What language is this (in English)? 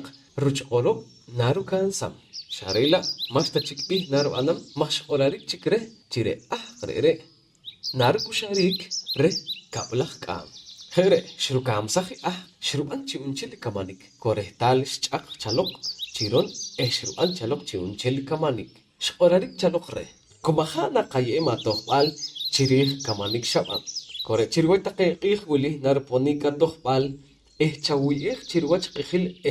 Poqomchi'